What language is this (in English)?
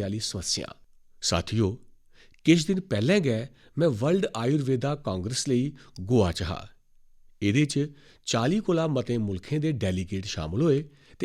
Dogri